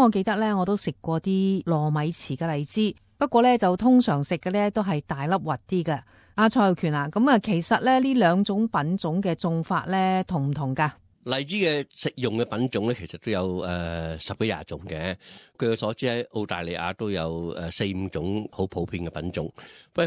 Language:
Cantonese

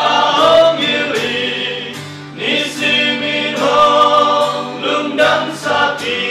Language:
Tedim Chin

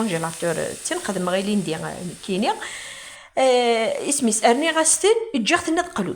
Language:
Kabyle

